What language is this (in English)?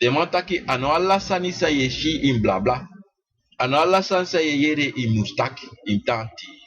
Sranan Tongo